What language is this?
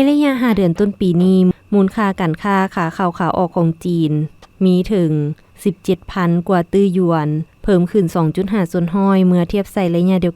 Lao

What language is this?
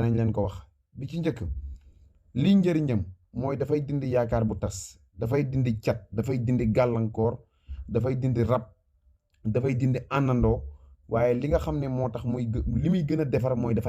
Wolof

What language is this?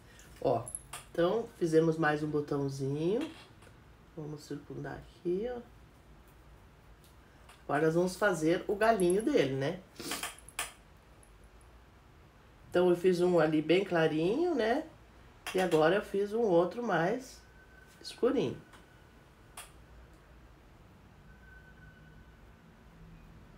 Portuguese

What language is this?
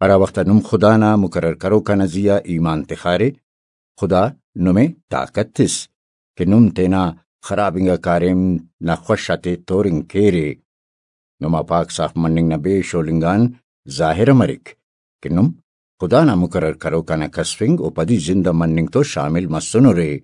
Brahui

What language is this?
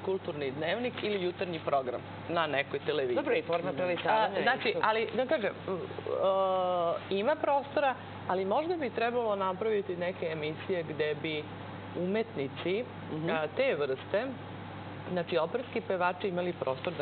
Serbian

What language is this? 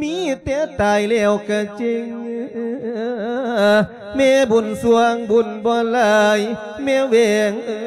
Lao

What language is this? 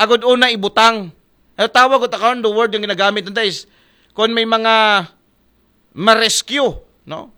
Aklanon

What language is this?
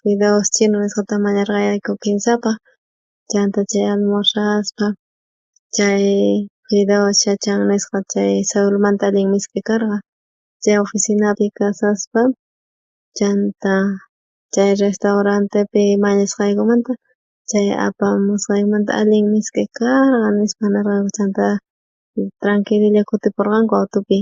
South Bolivian Quechua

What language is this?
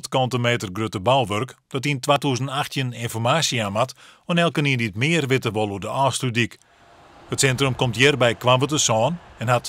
Western Frisian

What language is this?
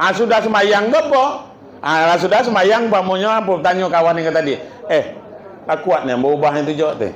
Minangkabau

